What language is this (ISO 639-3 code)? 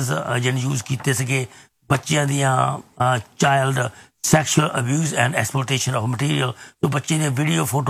pan